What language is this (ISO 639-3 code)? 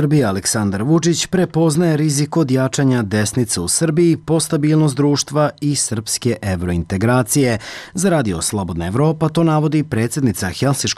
srp